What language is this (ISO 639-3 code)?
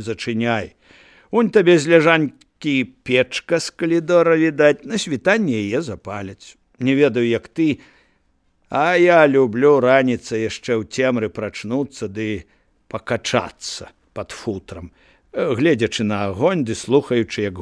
bel